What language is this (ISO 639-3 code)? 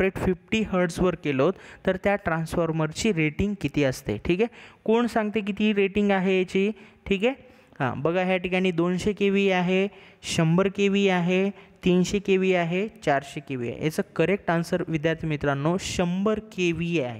mar